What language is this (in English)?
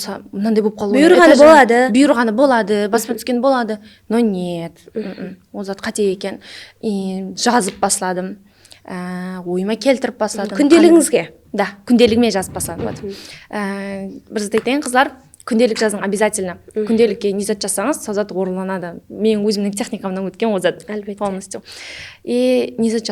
Kara-Kalpak